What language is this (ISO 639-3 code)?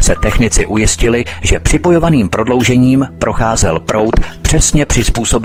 ces